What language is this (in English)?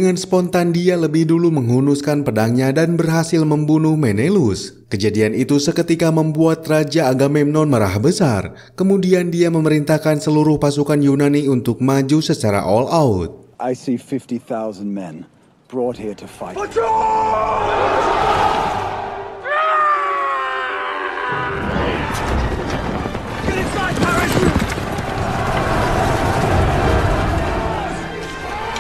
Indonesian